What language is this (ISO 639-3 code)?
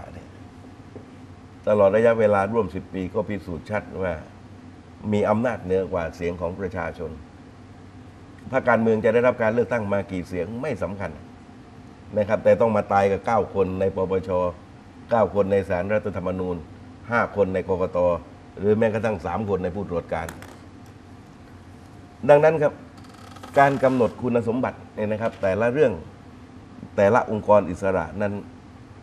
tha